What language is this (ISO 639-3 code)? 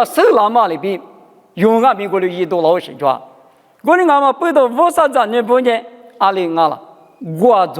lis